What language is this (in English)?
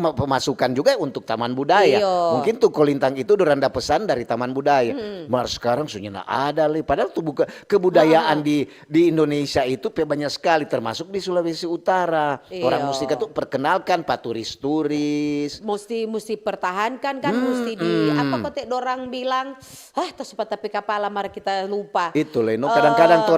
Manado Malay